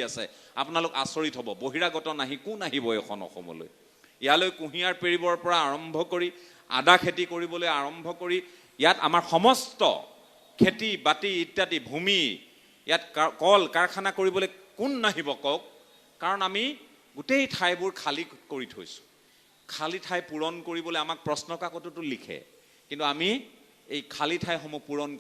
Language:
Assamese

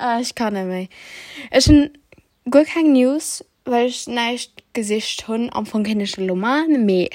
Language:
Luxembourgish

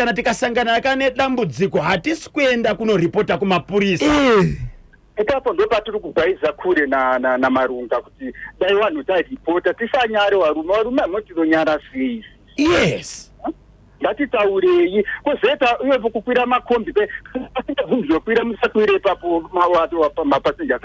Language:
Shona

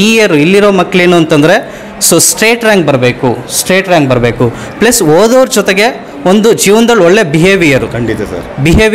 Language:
Kannada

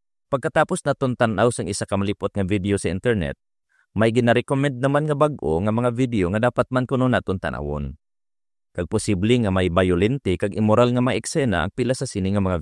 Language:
Hiligaynon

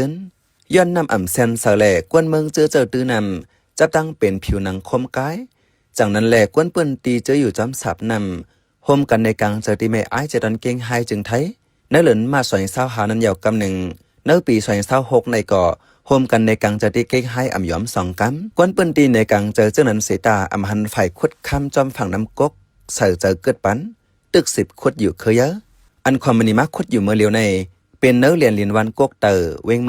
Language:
Shan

